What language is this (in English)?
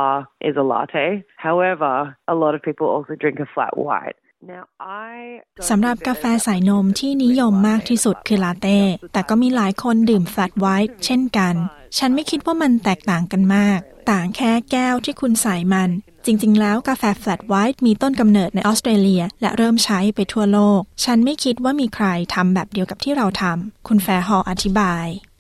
Thai